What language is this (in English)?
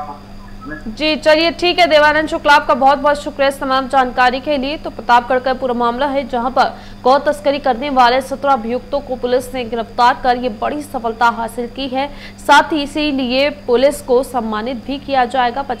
Hindi